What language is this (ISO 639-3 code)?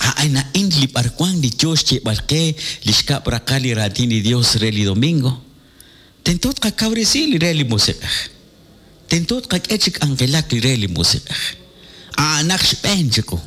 kek